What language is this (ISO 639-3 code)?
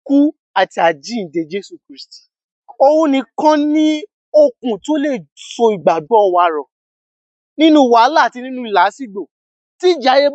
yor